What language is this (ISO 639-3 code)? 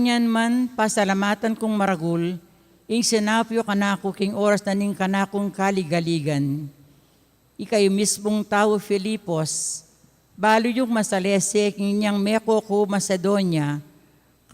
pam